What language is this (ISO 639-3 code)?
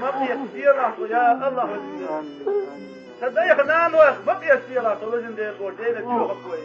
che